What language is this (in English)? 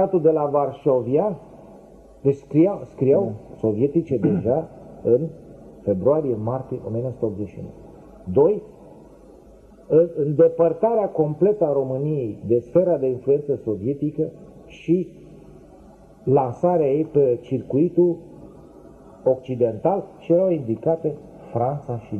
Romanian